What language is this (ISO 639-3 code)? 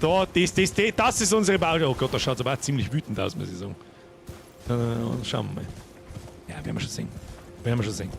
bar